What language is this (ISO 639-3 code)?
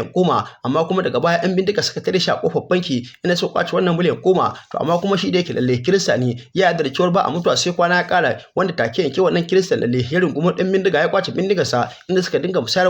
hau